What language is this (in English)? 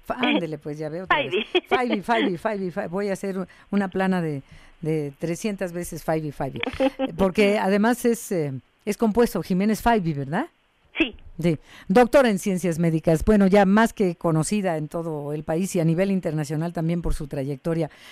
Spanish